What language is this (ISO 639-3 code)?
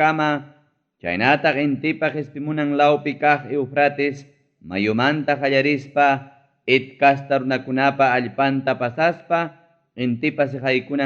quy